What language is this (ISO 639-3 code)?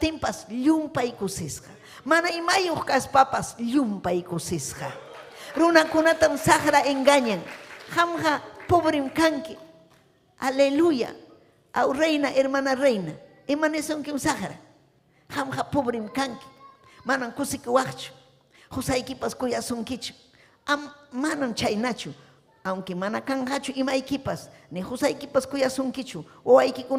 quy